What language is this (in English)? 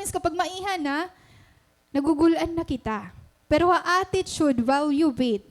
Waray